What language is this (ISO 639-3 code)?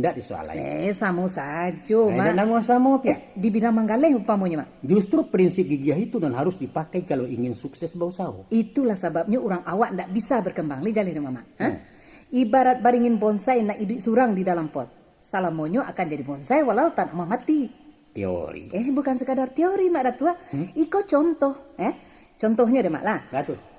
min